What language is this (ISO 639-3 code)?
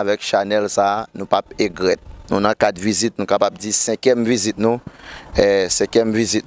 hat